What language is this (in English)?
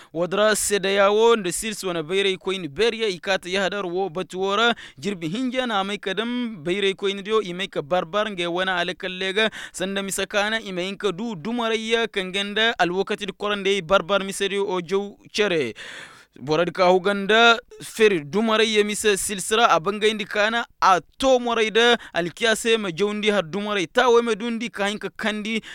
Koyraboro Senni